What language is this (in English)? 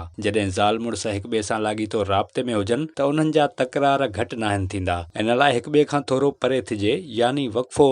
Sindhi